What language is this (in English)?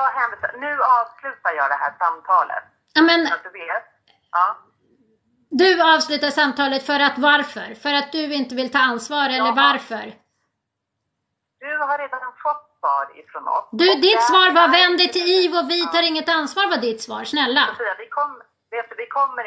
Swedish